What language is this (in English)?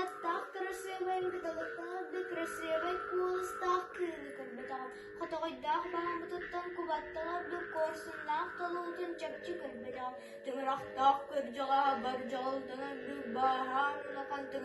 Yakut